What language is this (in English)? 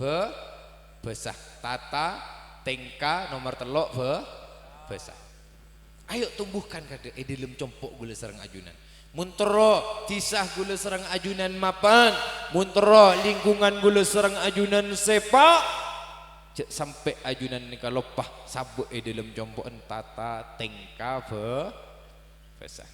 Madurese